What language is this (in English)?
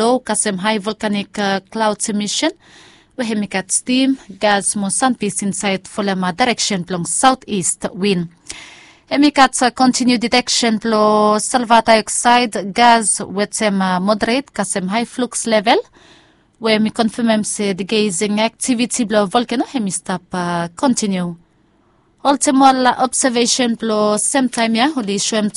Bislama